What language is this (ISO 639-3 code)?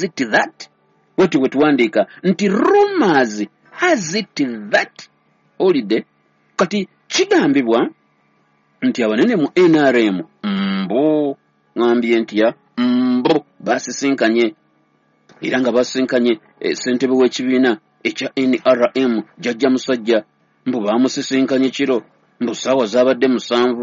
lug